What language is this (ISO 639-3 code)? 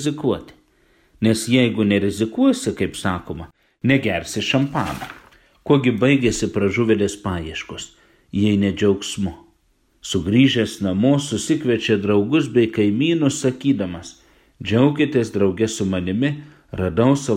lit